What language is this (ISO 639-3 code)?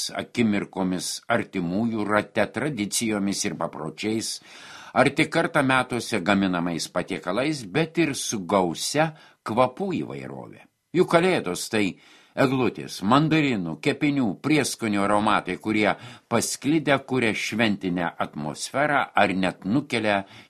lit